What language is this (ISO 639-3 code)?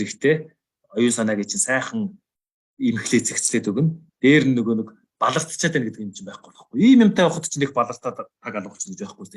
mon